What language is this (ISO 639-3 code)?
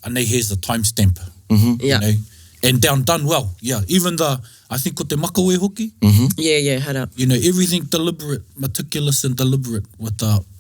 mri